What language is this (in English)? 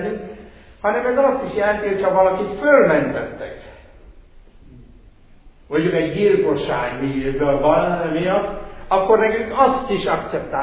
Hungarian